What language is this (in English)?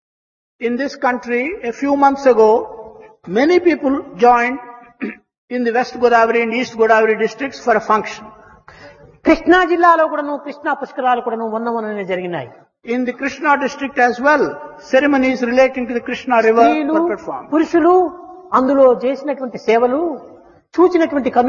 Telugu